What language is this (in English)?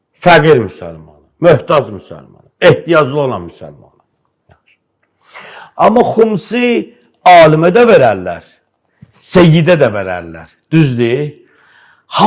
Azerbaijani